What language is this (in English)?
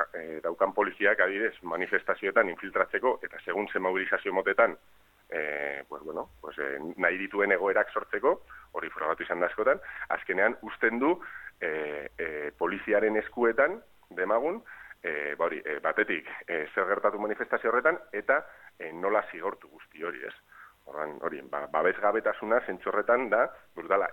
Basque